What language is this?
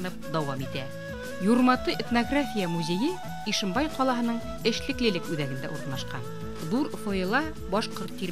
Bashkir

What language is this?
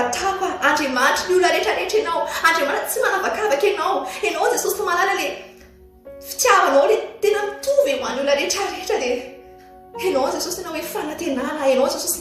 Malagasy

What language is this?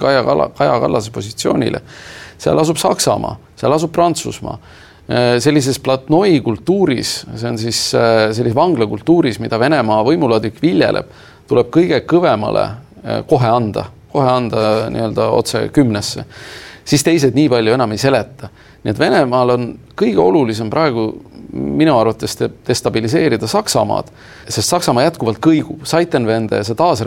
Estonian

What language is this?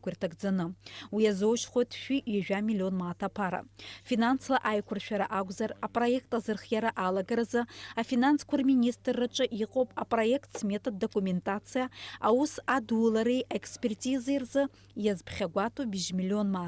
Abkhazian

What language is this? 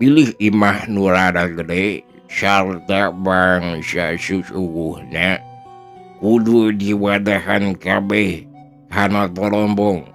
Sundanese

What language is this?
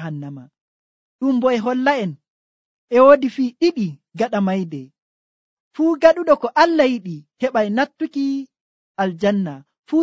Nigerian Fulfulde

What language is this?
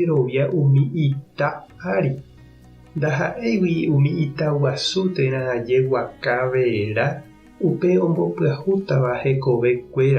Guarani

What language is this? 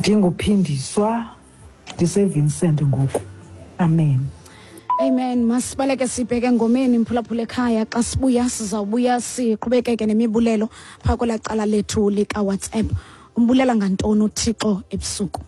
Xhosa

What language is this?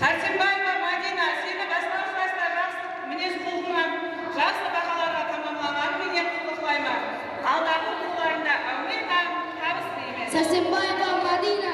Kara-Kalpak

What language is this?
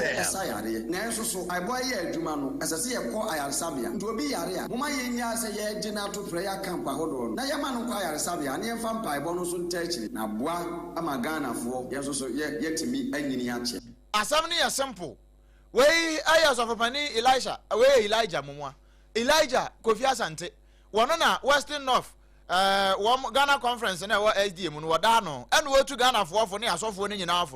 Akan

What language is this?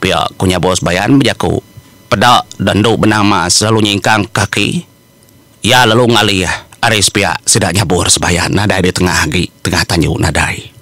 Iban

